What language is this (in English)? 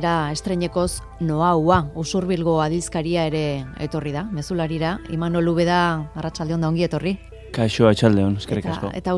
Basque